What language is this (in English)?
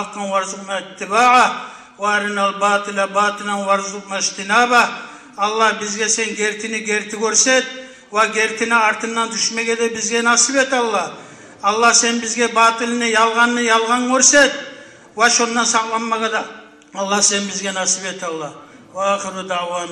Kumyk